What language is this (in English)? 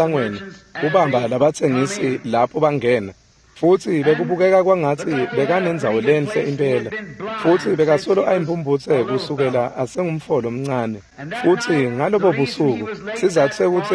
Swati